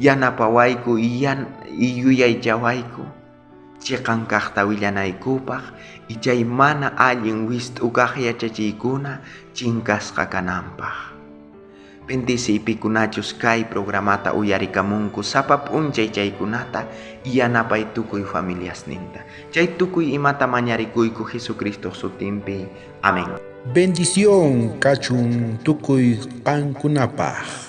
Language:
South Bolivian Quechua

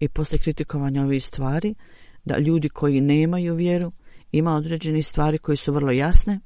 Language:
Bosnian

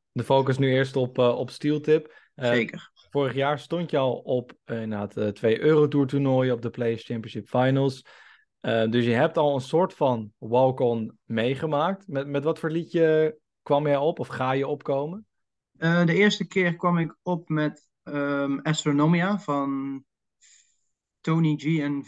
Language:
Dutch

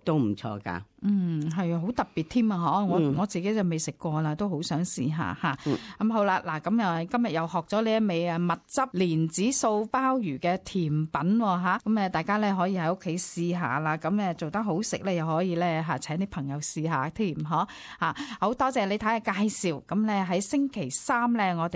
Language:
Cantonese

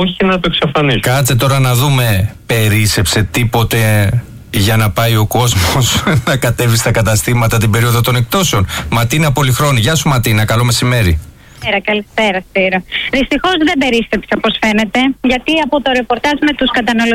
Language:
Greek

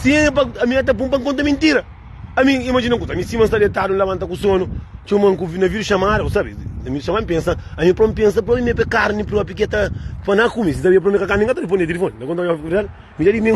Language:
Kabuverdianu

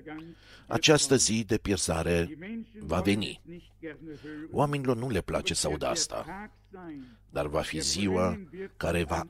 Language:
Romanian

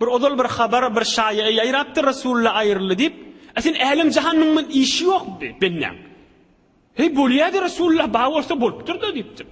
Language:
Turkmen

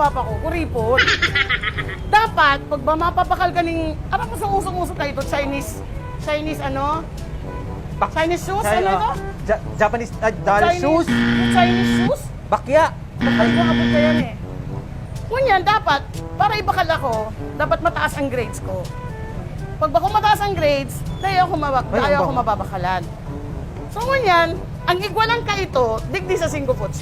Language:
Bikol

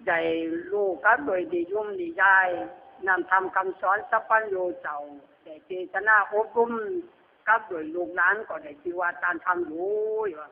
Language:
Lü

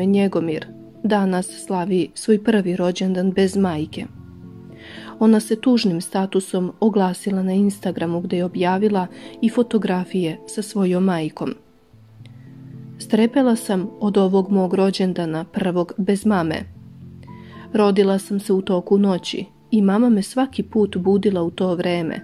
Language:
Serbian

